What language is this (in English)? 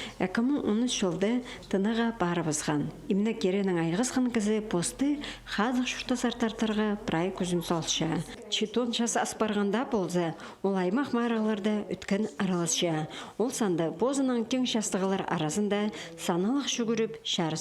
Khakas